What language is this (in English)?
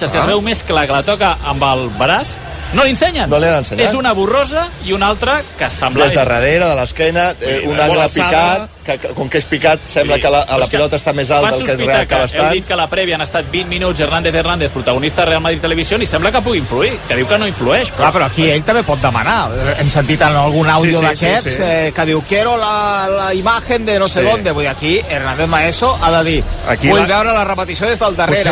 Catalan